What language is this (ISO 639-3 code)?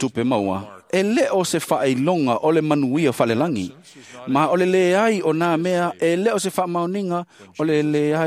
smo